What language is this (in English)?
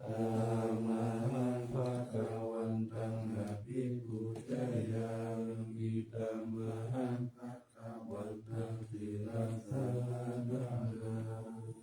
Pali